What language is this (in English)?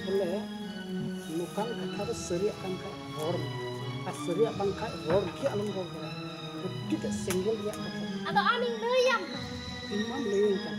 Santali